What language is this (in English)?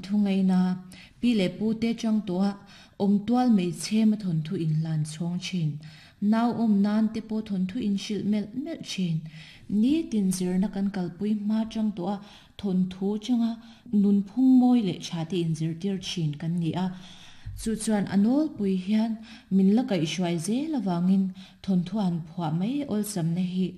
Mizo